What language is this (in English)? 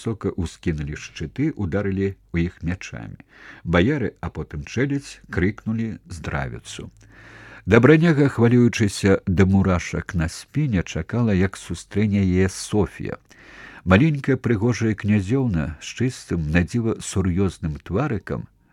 Belarusian